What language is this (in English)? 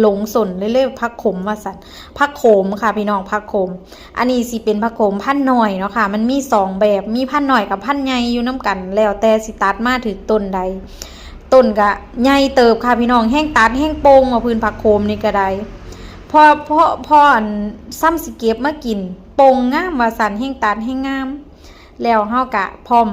Northeastern Thai